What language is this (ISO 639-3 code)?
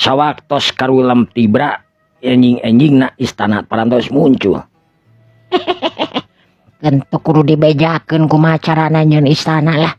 sun